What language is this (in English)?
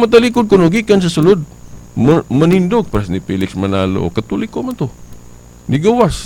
Cebuano